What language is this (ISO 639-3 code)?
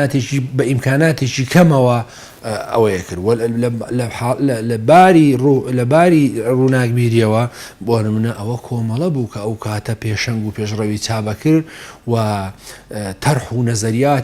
ckb